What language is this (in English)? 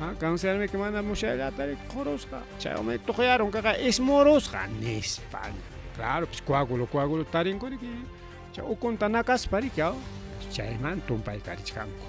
Ayacucho Quechua